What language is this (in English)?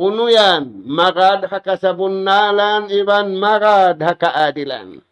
Tausug